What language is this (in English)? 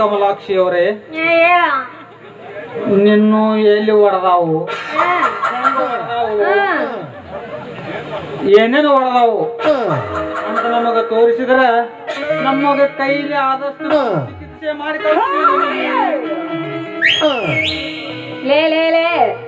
Kannada